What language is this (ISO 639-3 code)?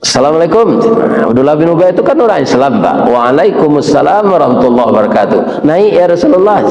min